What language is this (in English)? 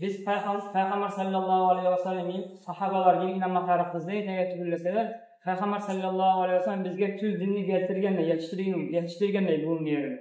Kumyk